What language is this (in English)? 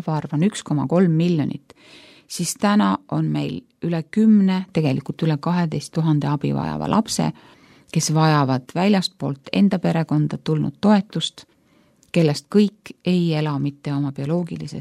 Estonian